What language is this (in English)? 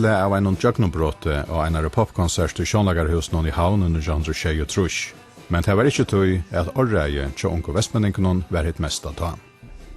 Faroese